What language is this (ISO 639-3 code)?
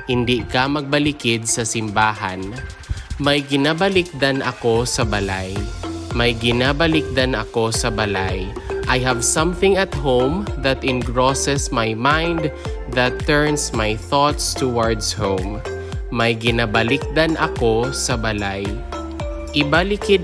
hil